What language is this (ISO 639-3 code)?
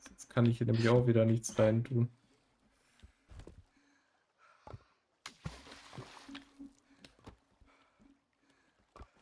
deu